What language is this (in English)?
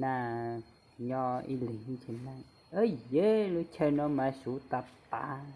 Hmong